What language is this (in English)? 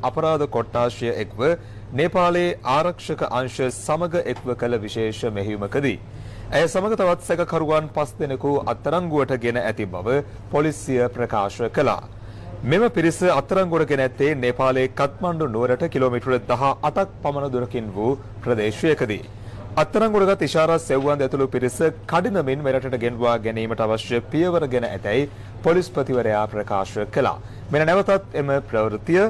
Sinhala